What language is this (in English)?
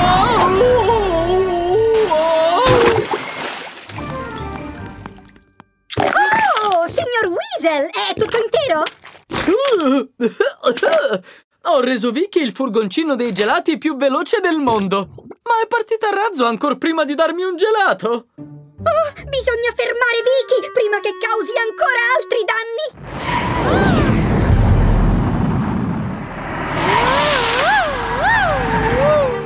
Italian